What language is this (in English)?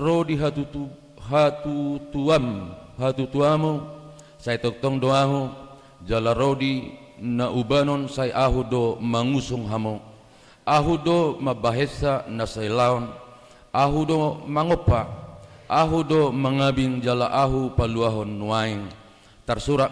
Batak Toba